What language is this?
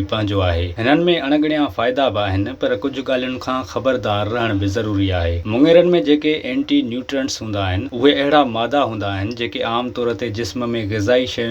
Sindhi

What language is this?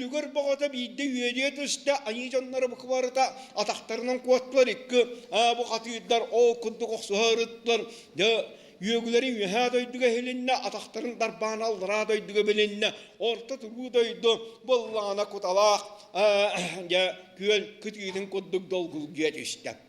Yakut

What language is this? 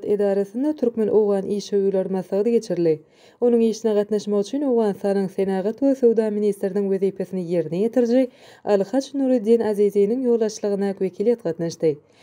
Turkmen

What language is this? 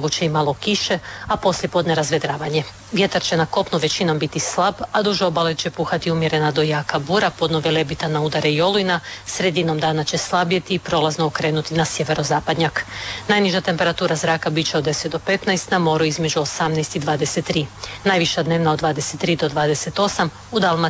Croatian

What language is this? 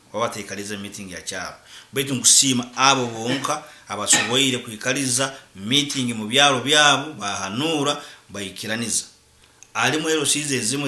Nyoro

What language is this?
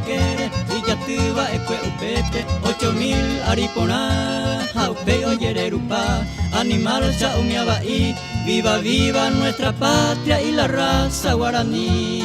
Guarani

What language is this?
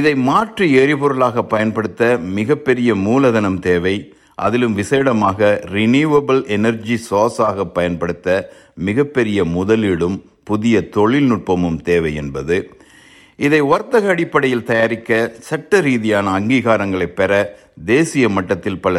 Tamil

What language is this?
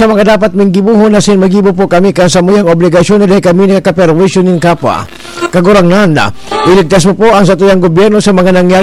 Bikol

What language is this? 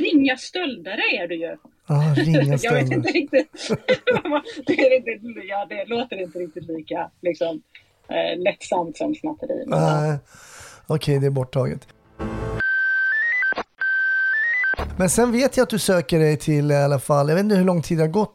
Swedish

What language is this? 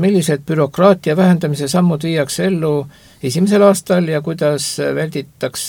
Estonian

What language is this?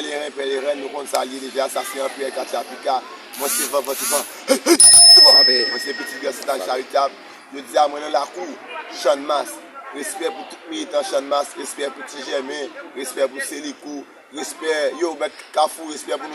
Haitian Creole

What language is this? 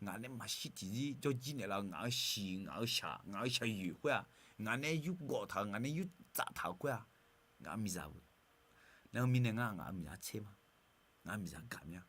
Akha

